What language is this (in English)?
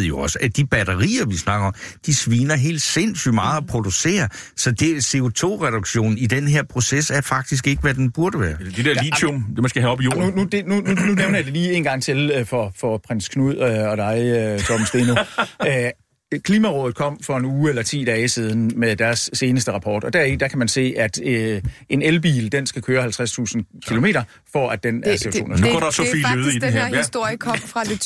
Danish